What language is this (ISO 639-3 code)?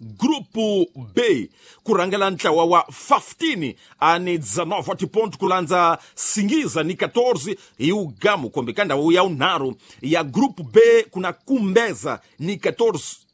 tso